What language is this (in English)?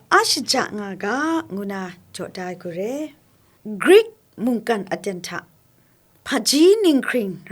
Kachin